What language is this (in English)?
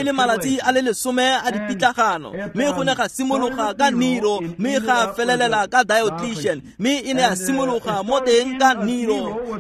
Tswana